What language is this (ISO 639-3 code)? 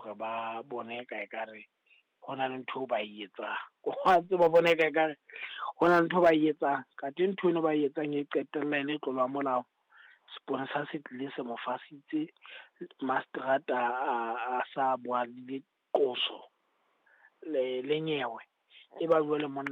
sot